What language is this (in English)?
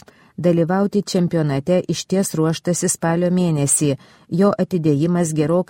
Lithuanian